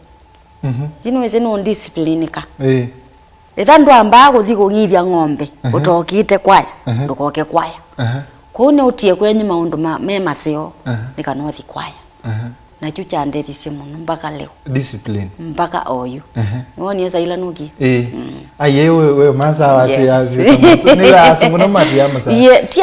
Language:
Kamba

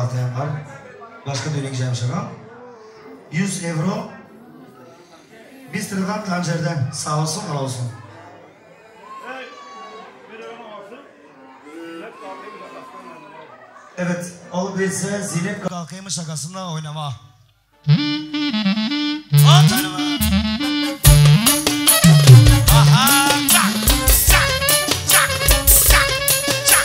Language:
Turkish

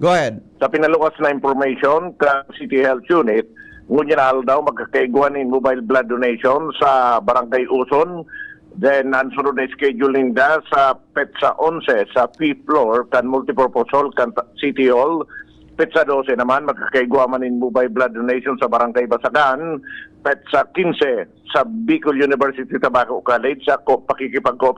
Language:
Bikol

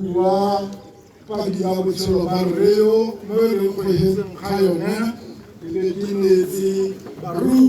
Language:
Tswana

